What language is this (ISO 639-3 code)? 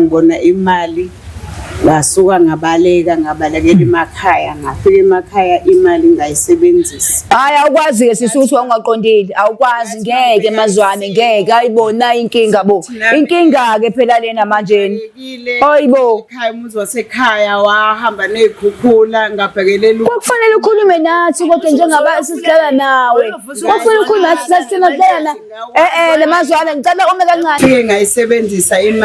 zul